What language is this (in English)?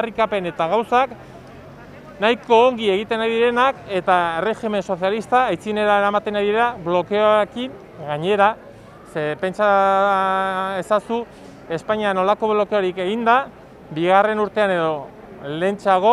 Basque